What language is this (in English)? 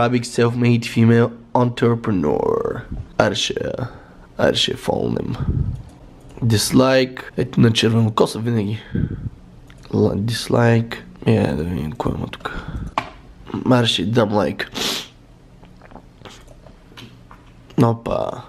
Bulgarian